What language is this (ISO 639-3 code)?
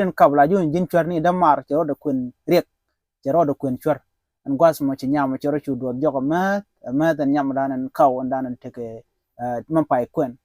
nus